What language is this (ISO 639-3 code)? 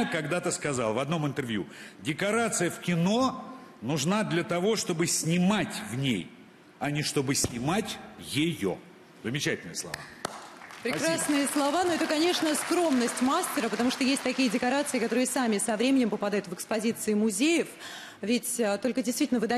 rus